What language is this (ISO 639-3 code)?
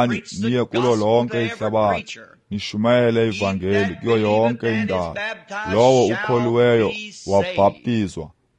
xho